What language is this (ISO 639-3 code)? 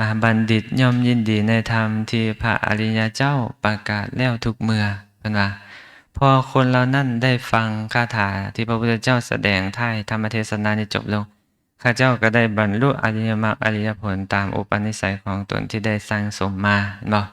lao